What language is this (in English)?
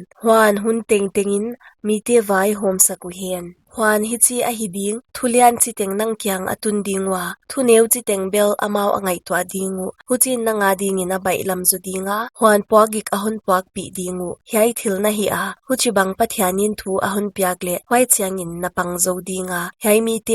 Paite Chin